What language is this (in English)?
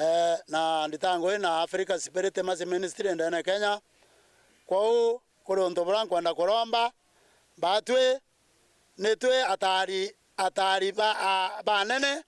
Meru